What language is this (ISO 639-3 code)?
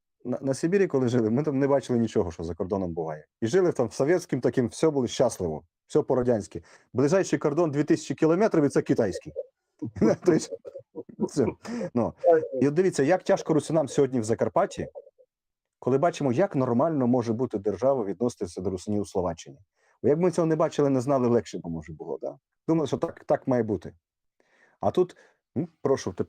rue